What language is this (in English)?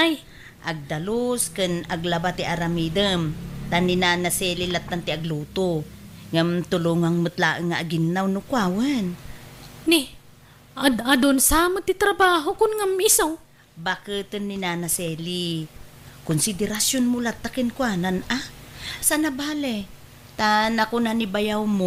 Iloko